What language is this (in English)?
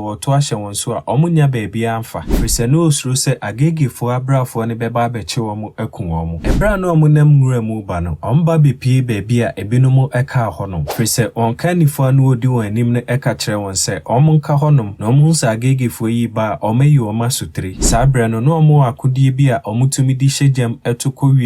Akan